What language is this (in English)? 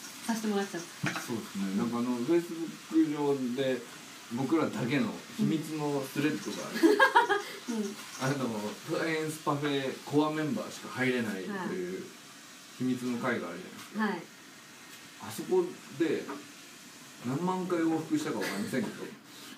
Japanese